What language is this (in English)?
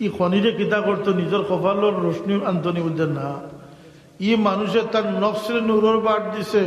Sylheti